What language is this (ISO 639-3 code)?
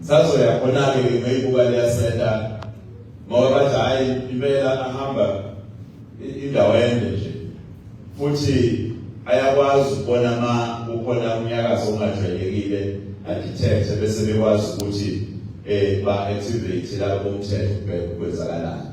zul